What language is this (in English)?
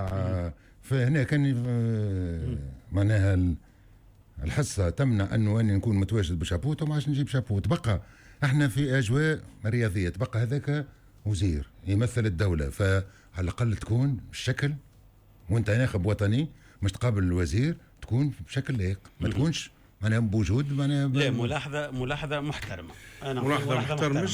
Tunisian Arabic